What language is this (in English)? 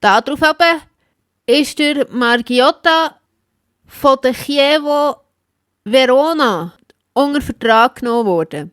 Swiss German